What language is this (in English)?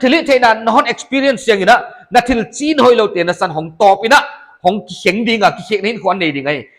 Paite Chin